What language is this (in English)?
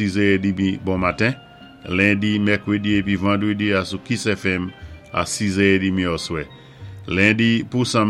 Saint Lucian Creole French